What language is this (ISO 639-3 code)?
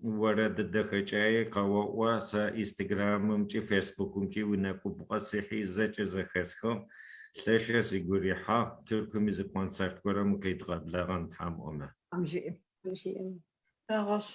kbd